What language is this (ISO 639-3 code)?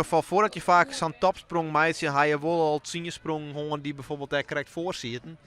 fry